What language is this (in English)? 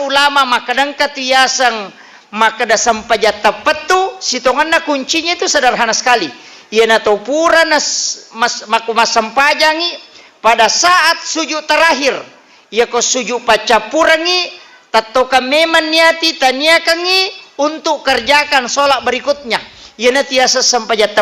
Buginese